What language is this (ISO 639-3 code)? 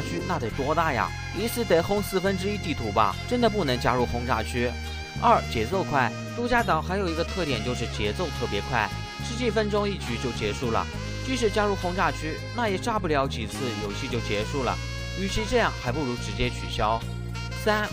zho